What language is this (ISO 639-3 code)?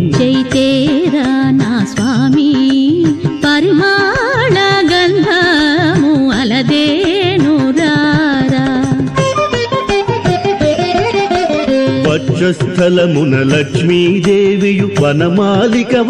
tel